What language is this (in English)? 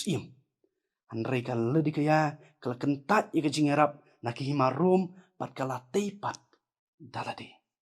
Khasi